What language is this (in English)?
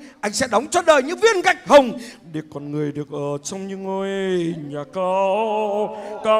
Vietnamese